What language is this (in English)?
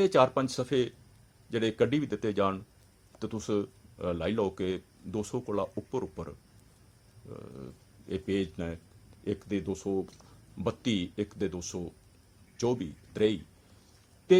Dogri